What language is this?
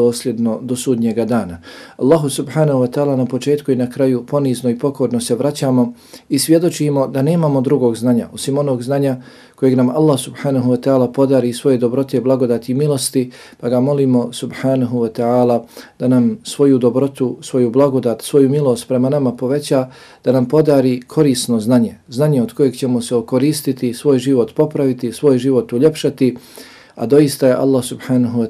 Bosnian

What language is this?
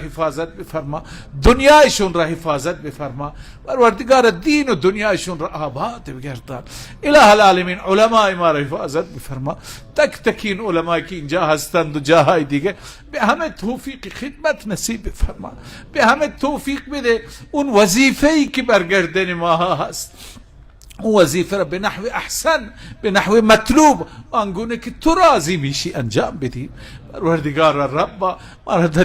Persian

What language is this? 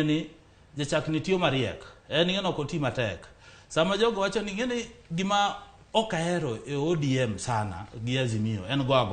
Luo (Kenya and Tanzania)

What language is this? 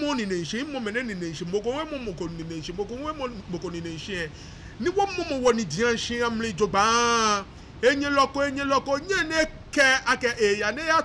Ga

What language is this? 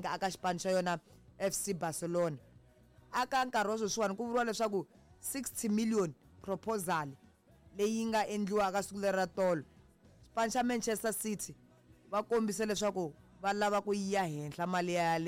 Tsonga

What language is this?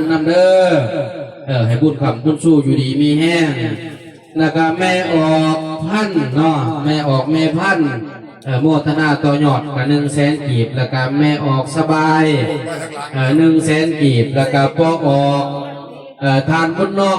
Northeastern Thai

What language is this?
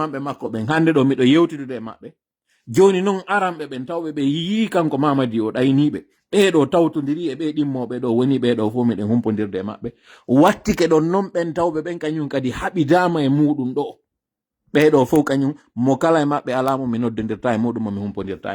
Pular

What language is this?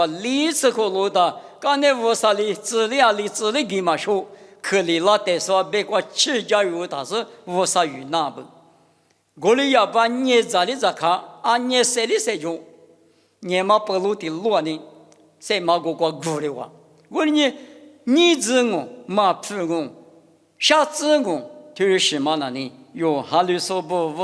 Lisu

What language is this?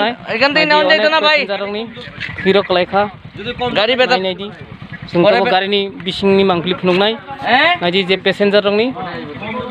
Kok Borok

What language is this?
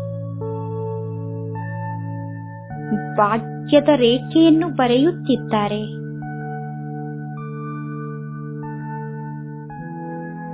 Kannada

